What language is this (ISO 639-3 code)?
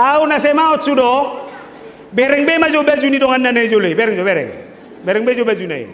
bbc